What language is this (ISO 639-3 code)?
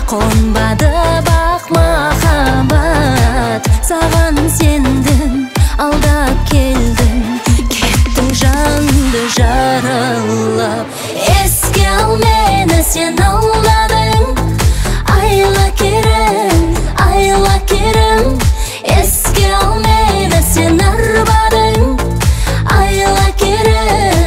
kaz